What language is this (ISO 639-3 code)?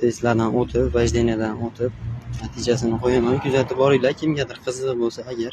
uzb